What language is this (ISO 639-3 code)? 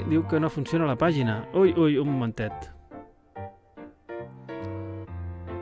cat